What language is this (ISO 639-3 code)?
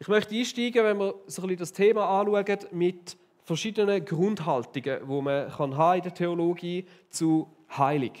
gsw